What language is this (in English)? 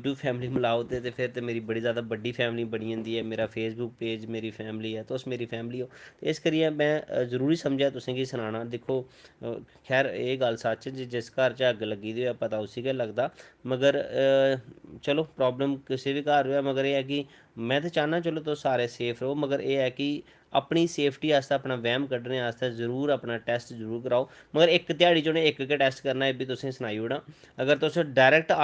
Dogri